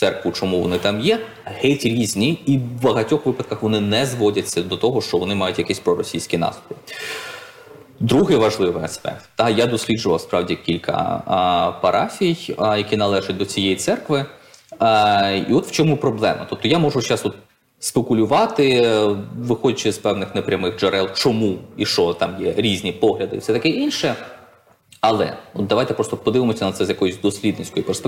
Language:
Ukrainian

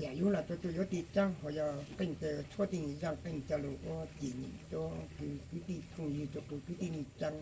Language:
Hmong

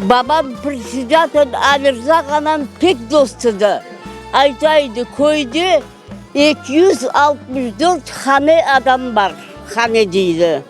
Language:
Crimean Tatar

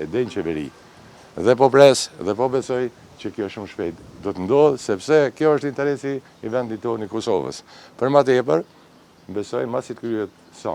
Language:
Albanian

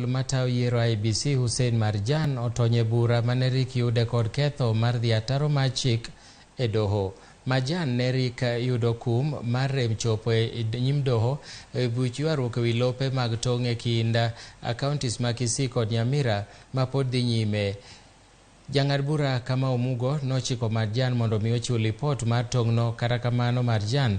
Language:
Luo (Kenya and Tanzania)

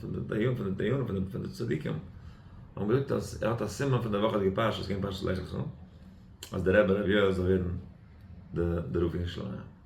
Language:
Yiddish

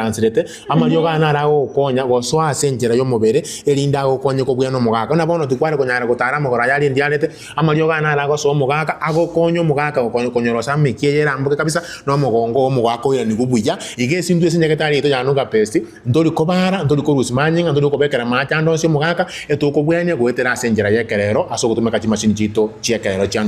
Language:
Gusii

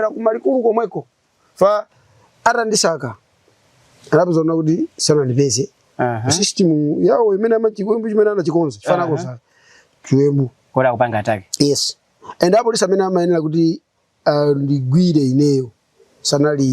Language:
Nyanja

